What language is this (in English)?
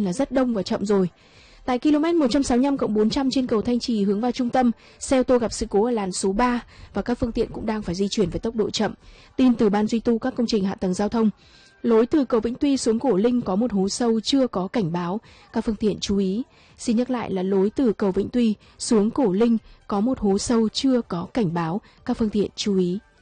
Vietnamese